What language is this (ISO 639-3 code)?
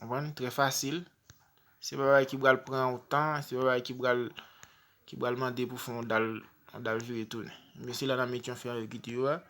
hat